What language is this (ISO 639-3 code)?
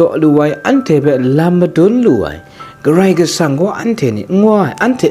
kac